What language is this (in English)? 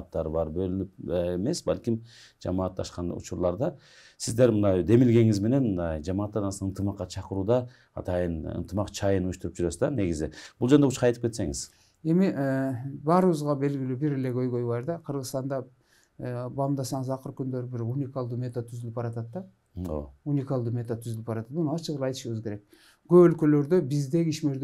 Kyrgyz